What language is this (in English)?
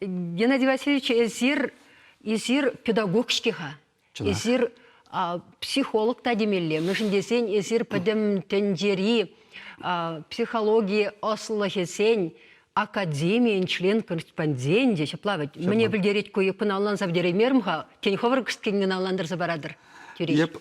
Chuvash